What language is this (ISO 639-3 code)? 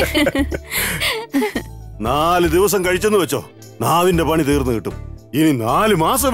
mal